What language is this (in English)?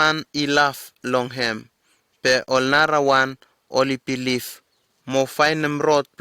Bislama